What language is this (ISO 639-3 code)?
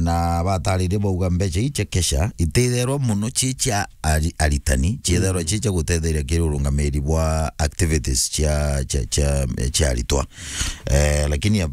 mer